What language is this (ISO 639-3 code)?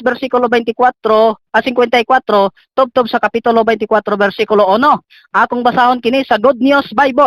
ceb